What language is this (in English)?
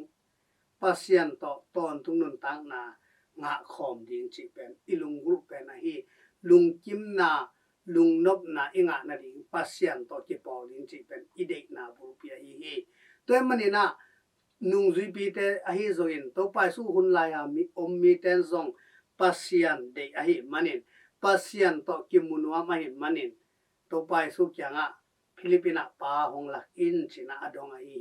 Tedim Chin